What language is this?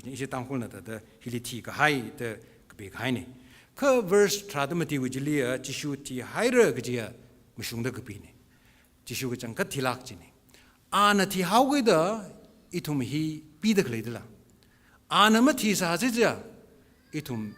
Tangkhul Naga (India)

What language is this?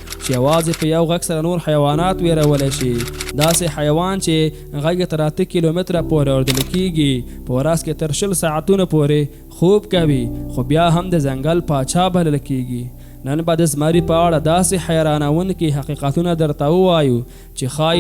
Pashto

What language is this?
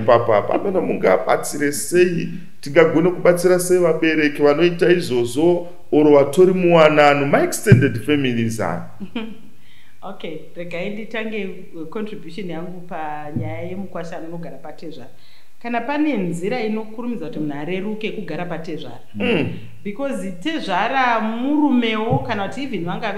Shona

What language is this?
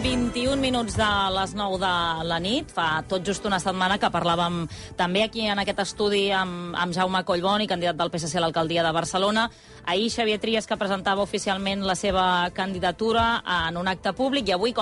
Catalan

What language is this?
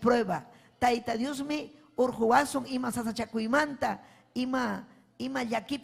Ayacucho Quechua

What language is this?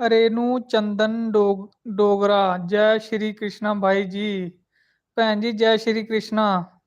Dogri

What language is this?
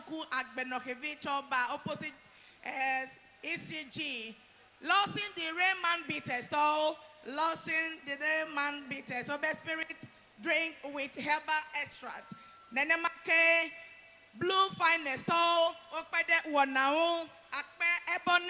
Ewe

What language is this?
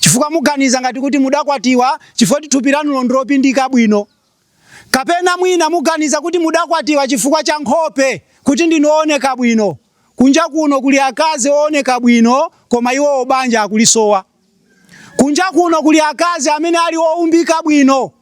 Nyanja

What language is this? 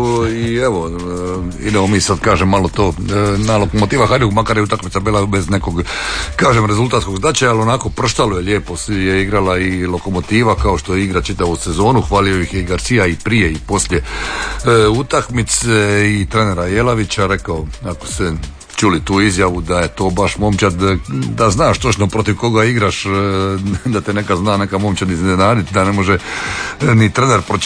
Croatian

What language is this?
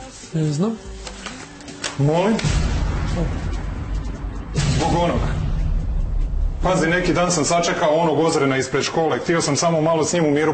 Croatian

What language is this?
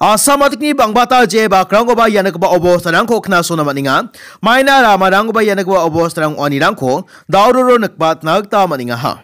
Garo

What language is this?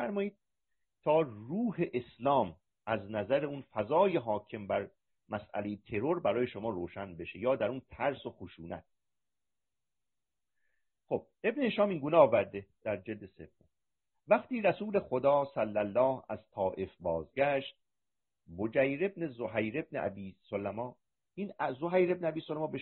Persian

